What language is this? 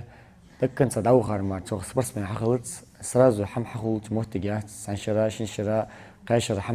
Ingush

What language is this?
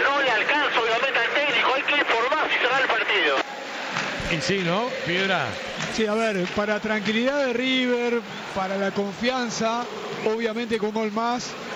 Spanish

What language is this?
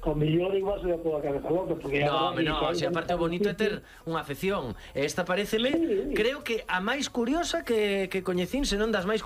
Galician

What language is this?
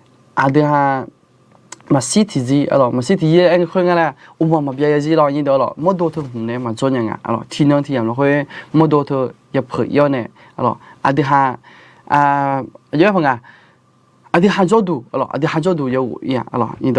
Akha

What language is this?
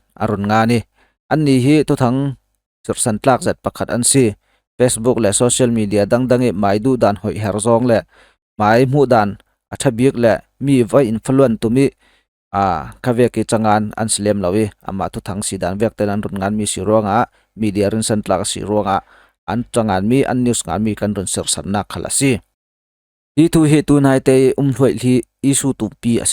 Falam Chin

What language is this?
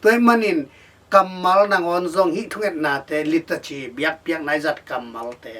Tedim Chin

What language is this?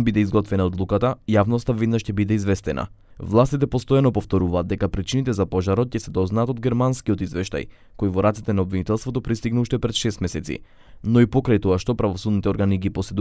Macedonian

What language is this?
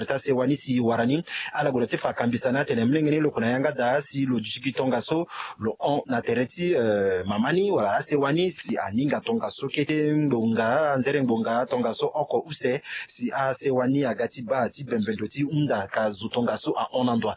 Sango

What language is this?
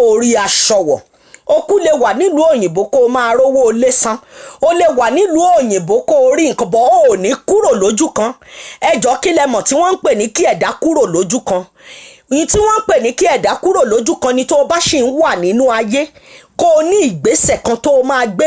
Yoruba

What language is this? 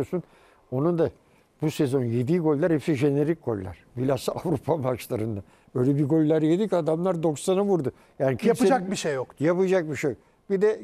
Turkish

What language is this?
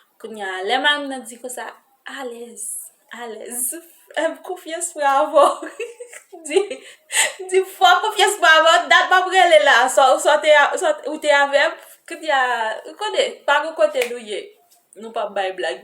Haitian Creole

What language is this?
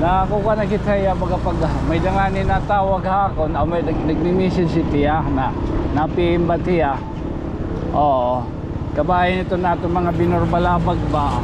Waray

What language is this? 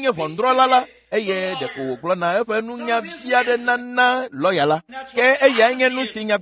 Ewe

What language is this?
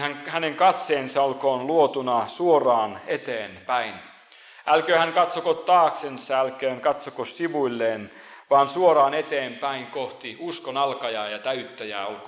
Finnish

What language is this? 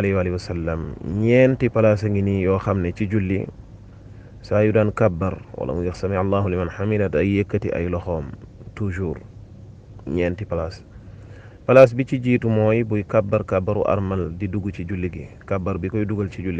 Wolof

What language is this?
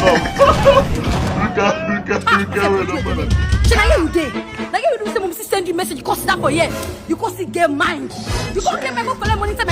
Nigerian Pidgin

